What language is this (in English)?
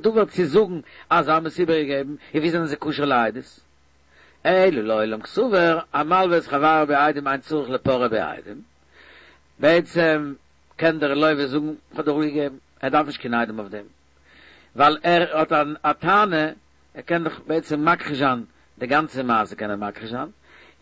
Yiddish